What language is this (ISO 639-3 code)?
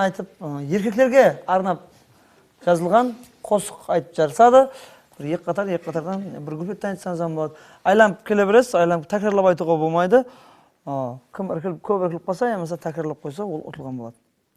kaa